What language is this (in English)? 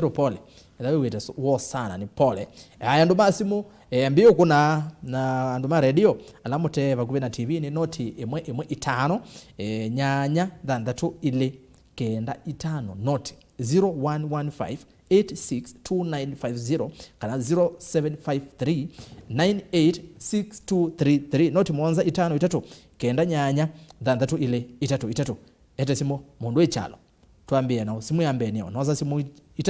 Kamba